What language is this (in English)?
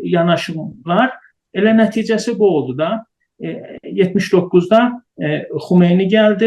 South Azerbaijani